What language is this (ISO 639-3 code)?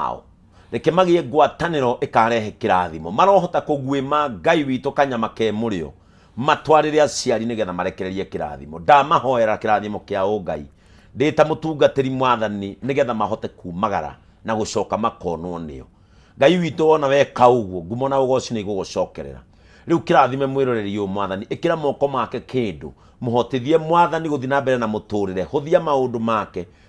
kik